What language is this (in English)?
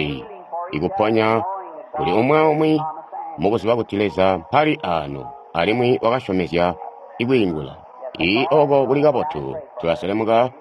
Tonga (Zambia)